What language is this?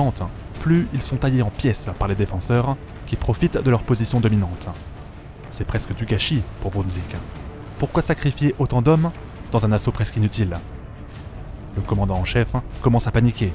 French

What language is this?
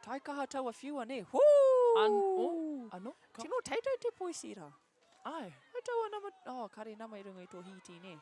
Māori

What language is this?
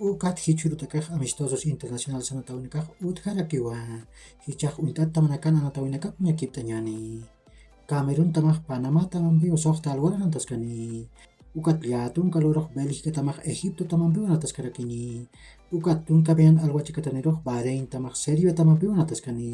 Aymara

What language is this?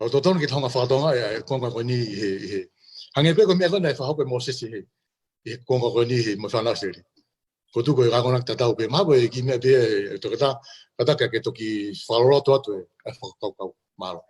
Tongan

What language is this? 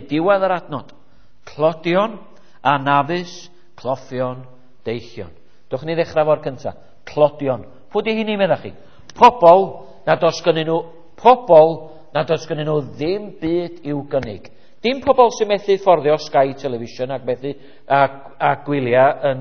Welsh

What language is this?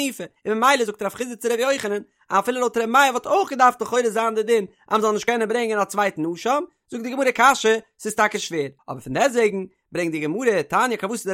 Yiddish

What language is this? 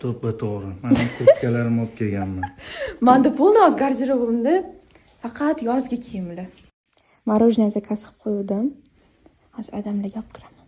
Uzbek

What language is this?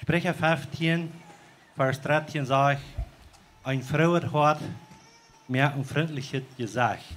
Plautdietsch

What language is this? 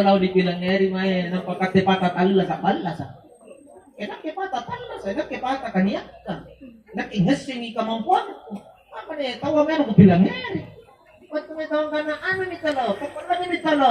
Makasar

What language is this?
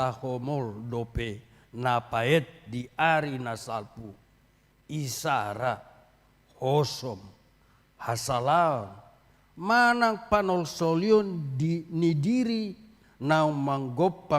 Batak Toba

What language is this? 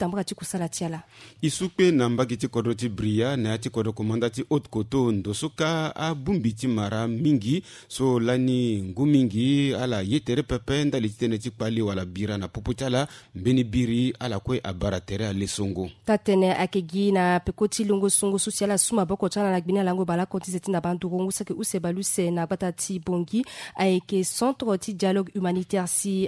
Sango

